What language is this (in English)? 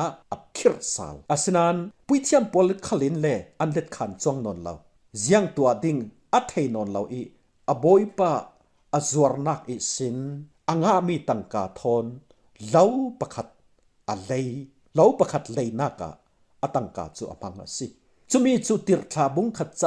Falam Chin